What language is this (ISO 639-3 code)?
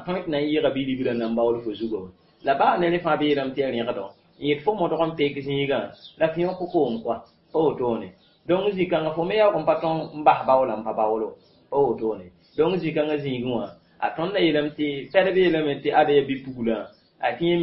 mos